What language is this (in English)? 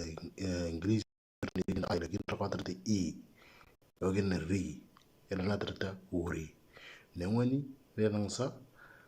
Moro